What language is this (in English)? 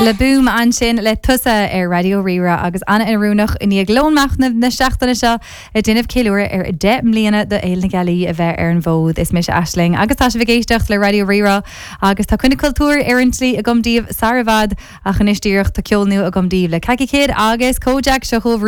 Irish